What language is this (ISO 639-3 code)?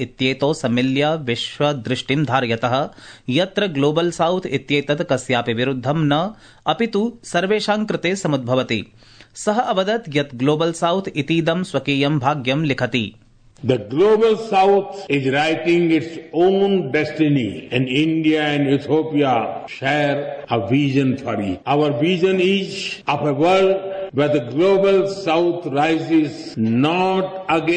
san